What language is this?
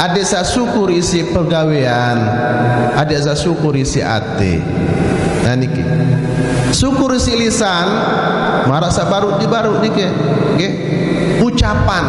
Sasak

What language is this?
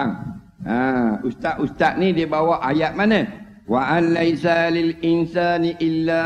Malay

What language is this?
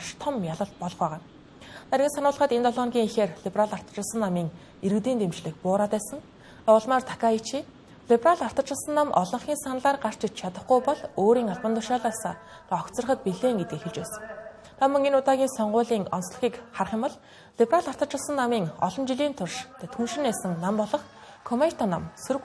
Mongolian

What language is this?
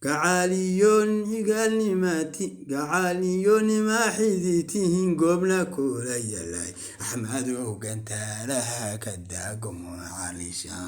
Somali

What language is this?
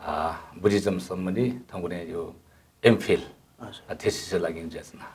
Newari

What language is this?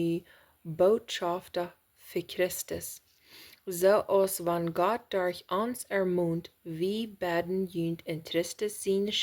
Plautdietsch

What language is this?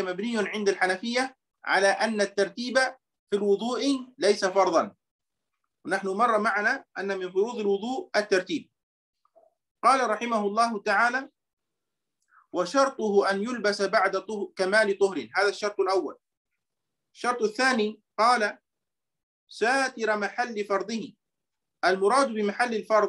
Arabic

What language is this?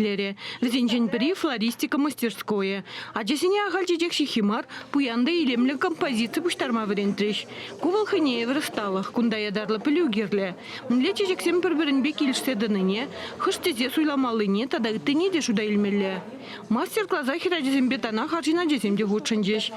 Chuvash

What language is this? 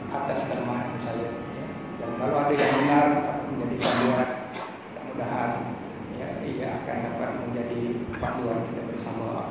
Malay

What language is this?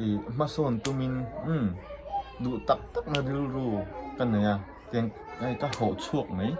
Mizo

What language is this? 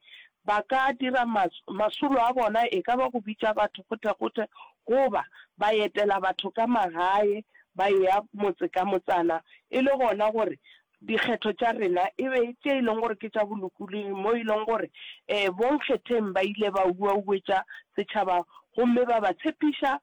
Northern Sotho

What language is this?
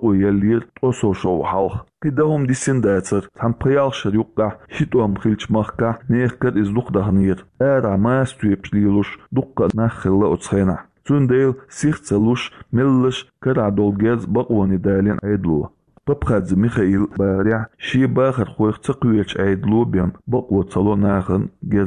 Chechen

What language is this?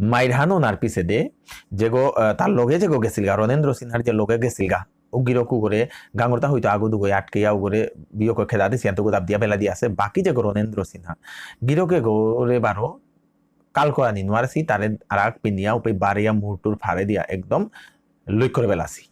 Bishnupriya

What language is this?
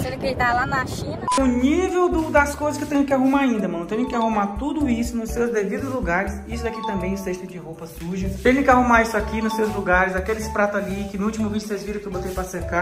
Portuguese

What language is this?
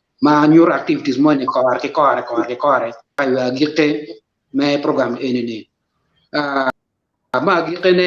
Acoli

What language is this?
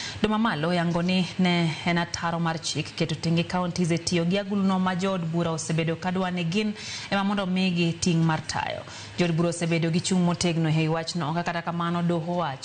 Luo (Kenya and Tanzania)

